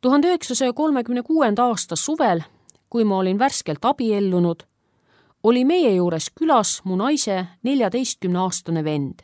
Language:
Estonian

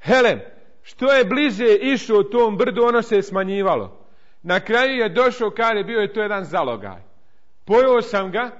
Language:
Bosnian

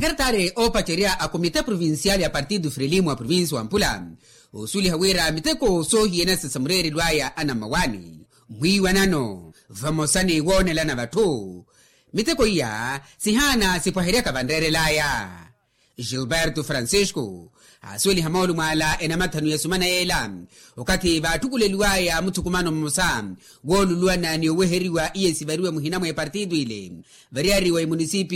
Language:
Makhuwa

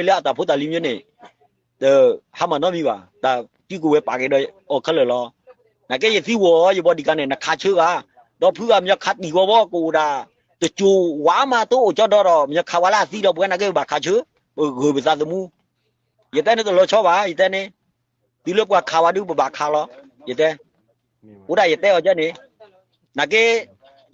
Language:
S'gaw Karen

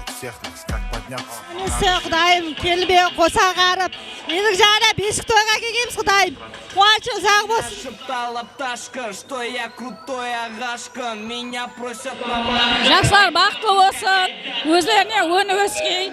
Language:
Kara-Kalpak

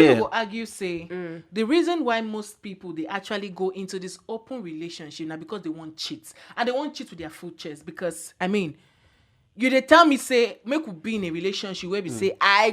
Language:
Nigerian Pidgin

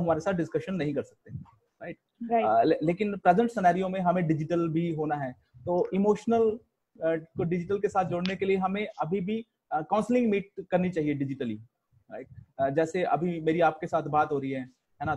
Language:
Hindi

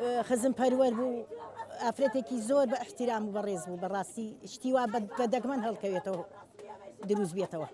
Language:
Central Kurdish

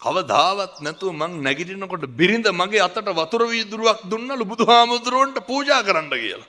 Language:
Sinhala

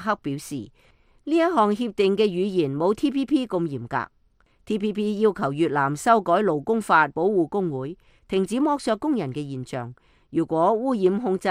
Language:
Cantonese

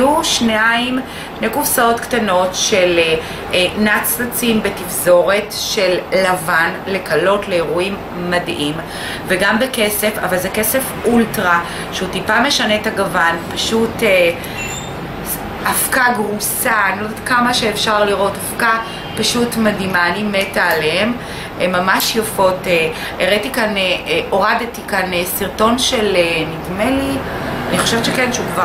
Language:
Hebrew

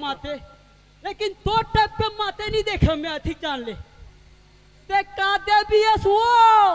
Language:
Chhattisgarhi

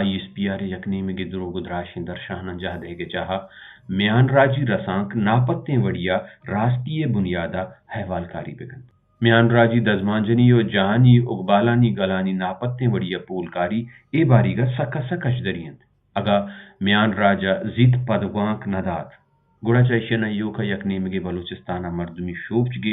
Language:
Baluchi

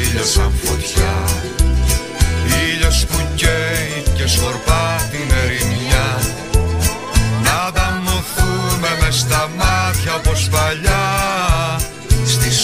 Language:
Greek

